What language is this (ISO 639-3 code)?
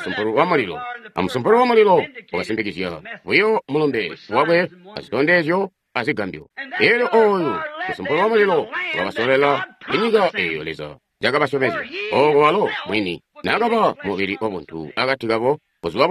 toi